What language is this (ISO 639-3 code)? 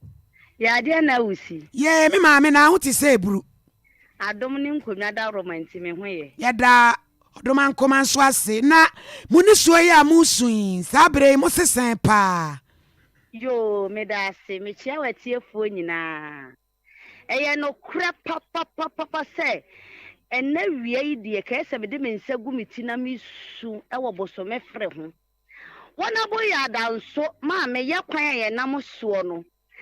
aka